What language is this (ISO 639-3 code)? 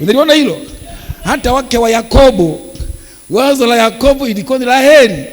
swa